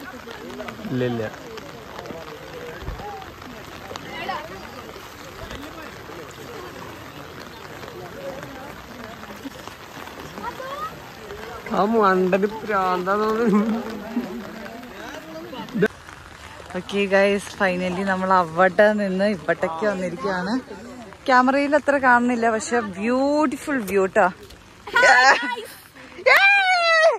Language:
Malayalam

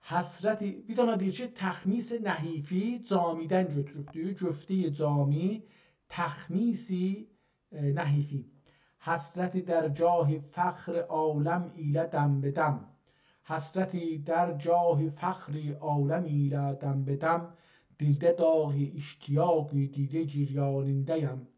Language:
South Azerbaijani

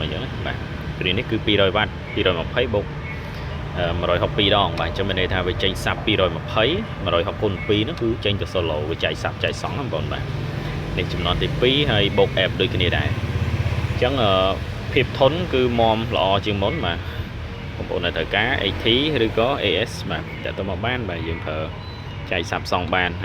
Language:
Khmer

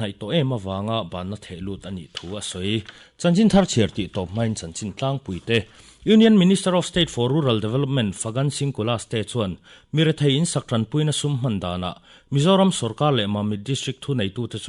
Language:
Mizo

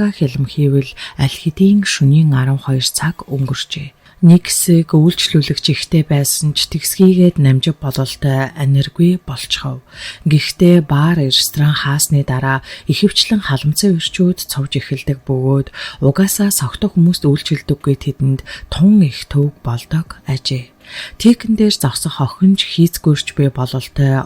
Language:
Mongolian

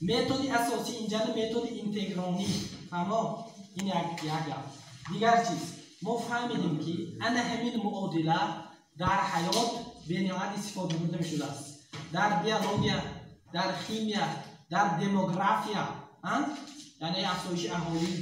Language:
Tajik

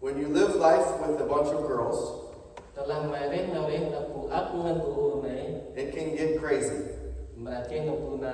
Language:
Central Mnong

